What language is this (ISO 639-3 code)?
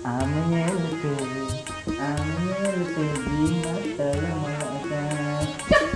sat